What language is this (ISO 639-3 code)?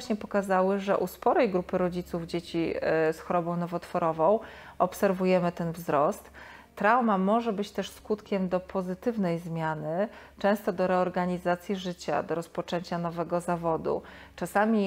pol